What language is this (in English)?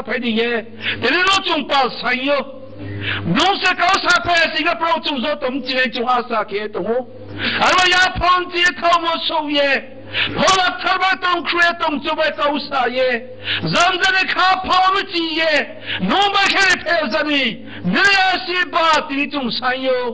Riang (India)